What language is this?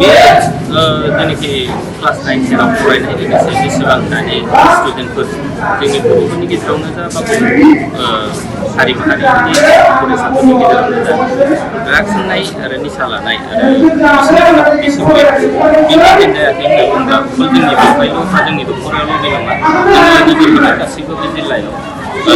Bodo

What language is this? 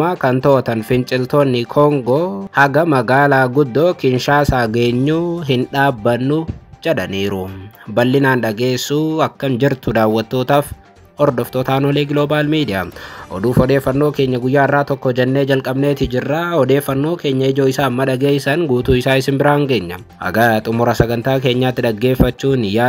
Oromo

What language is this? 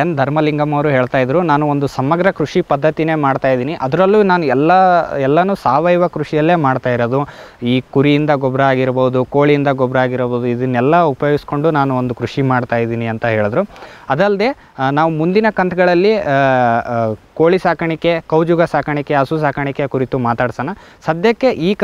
Kannada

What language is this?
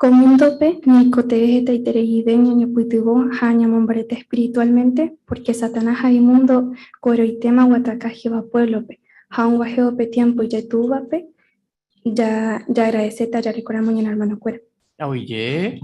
Guarani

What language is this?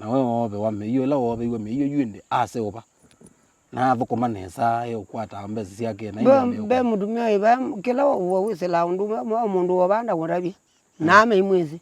Kamba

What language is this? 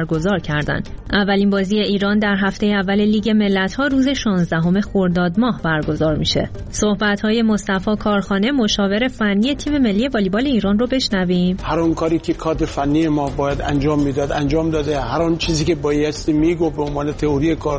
Persian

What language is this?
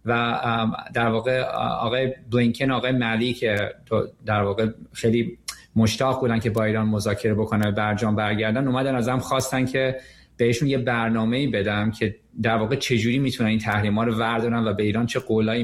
Persian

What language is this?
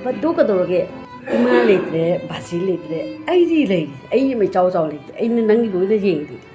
Manipuri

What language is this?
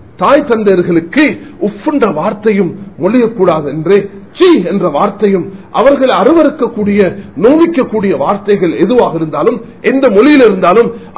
Tamil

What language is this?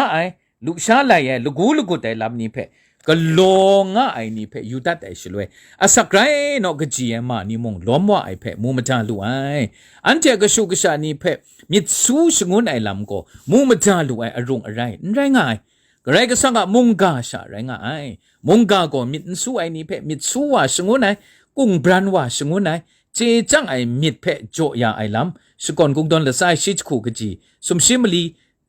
Kachin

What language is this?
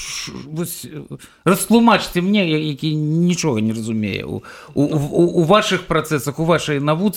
Belarusian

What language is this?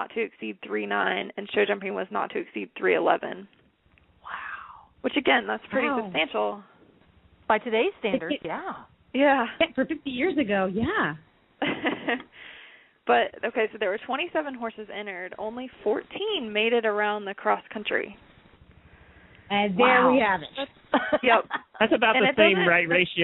English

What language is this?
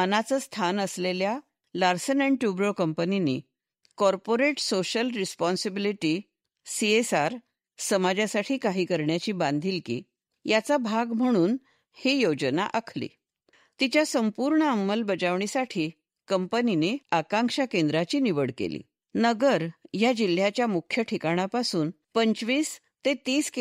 Marathi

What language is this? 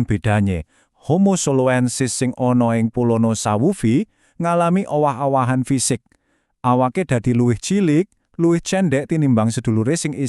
Javanese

